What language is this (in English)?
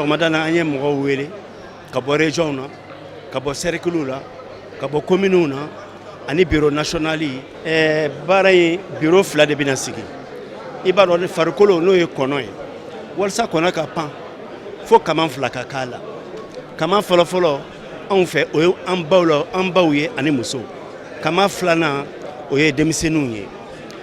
Bambara